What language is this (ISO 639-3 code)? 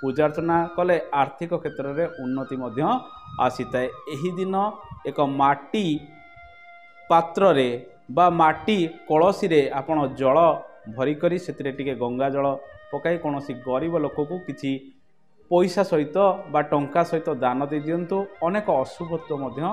ori